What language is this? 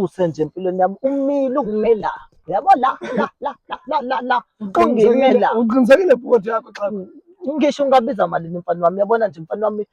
Zulu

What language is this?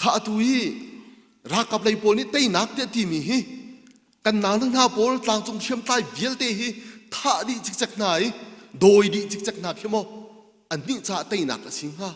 Hakha Chin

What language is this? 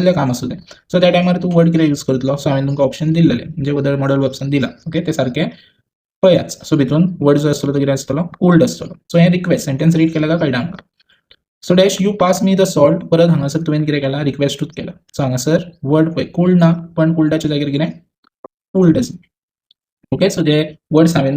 Konkani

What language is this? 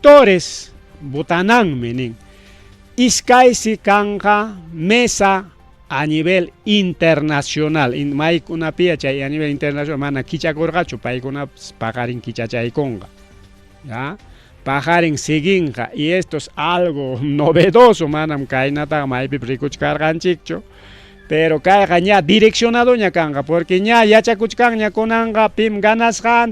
Ayacucho Quechua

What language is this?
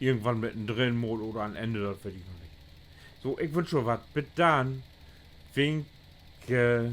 Low German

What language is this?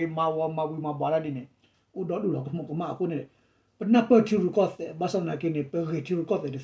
S'gaw Karen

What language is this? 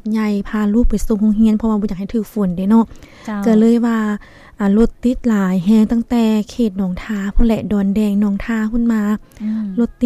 Lao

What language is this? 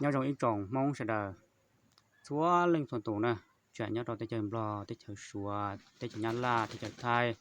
Hmong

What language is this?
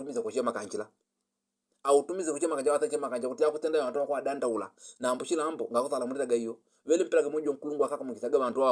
Nyanja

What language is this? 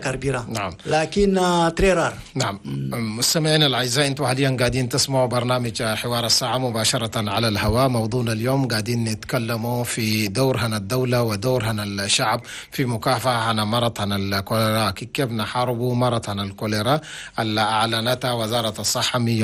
Chadian Arabic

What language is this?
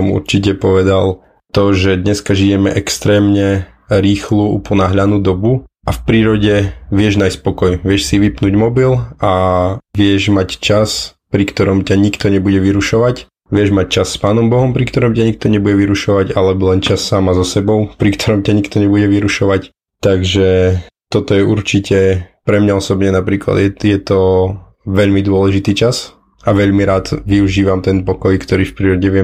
Slovak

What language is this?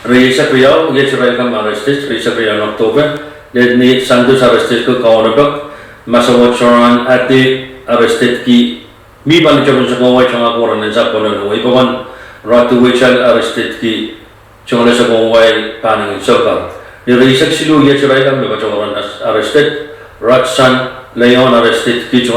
Pohnpeian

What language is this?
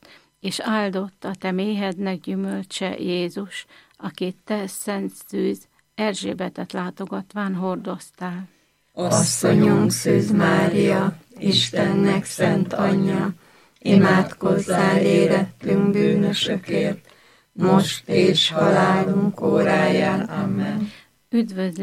Hungarian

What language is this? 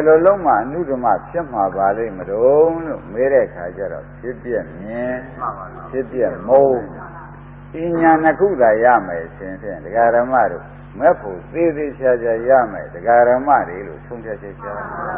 Burmese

